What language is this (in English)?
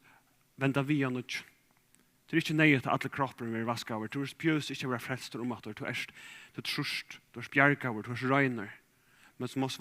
Faroese